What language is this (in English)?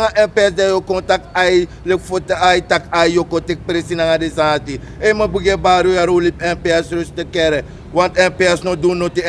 Sranan Tongo